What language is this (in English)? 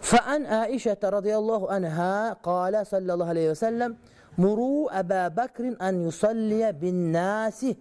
Kyrgyz